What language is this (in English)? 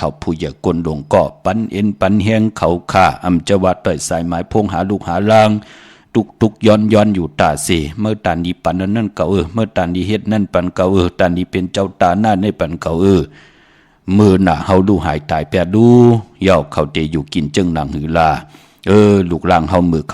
Shan